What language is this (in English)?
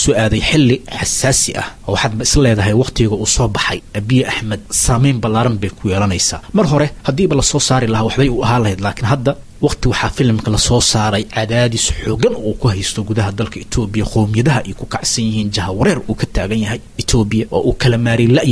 Somali